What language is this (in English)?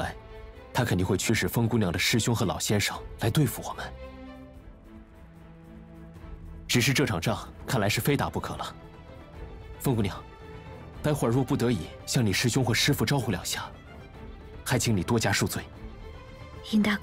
Chinese